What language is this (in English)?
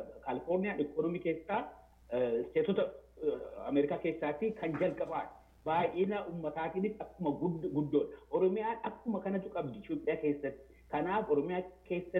Oromo